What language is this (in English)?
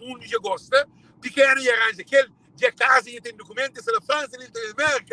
Kabuverdianu